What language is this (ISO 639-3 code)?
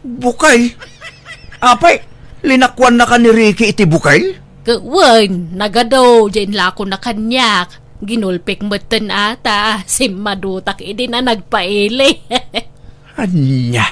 ilo